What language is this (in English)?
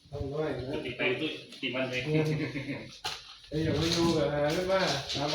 Lao